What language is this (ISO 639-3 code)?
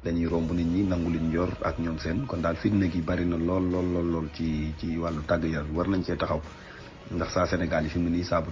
wol